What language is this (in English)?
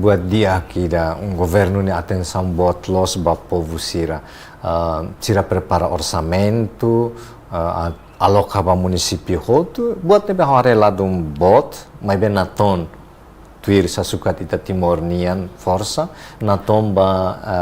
Tetum